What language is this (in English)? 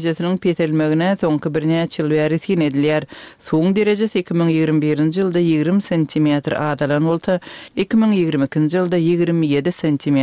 Turkmen